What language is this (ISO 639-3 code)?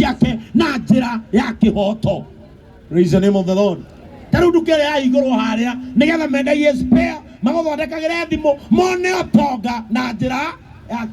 kik